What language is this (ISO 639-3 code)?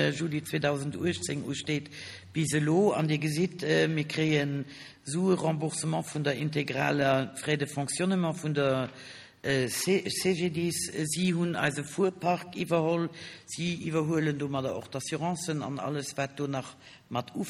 ltz